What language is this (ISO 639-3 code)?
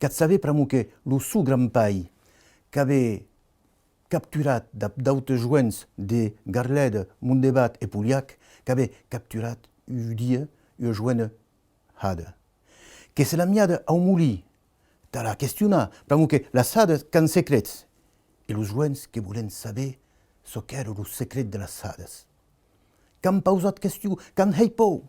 oci